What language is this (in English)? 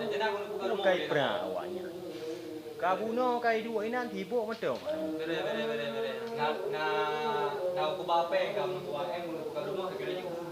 Achinese